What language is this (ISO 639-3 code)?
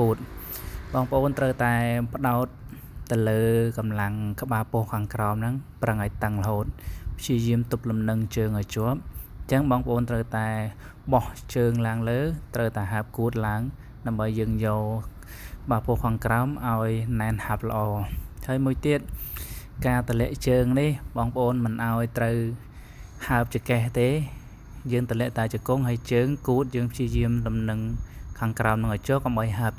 khm